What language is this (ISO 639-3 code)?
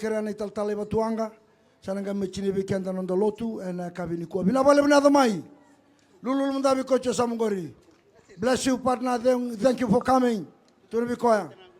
fij